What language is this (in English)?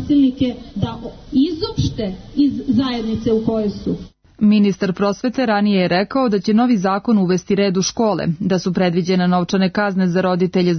Serbian